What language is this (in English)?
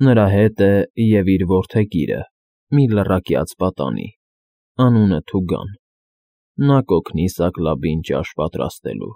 Armenian